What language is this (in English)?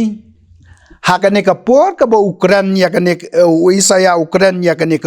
Khasi